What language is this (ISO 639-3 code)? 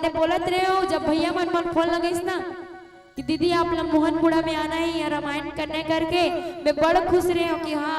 hne